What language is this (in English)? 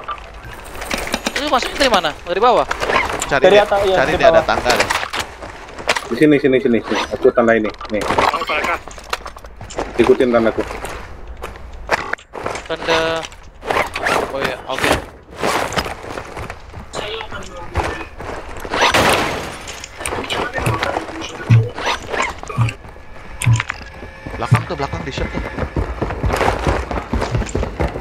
Indonesian